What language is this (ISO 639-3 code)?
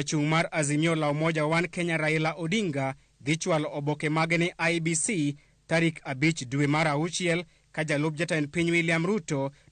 luo